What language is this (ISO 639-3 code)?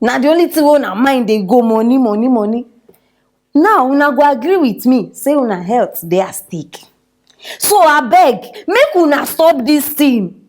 pcm